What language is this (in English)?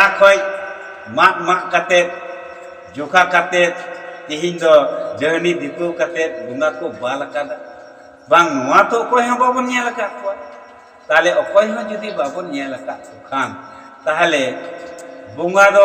Santali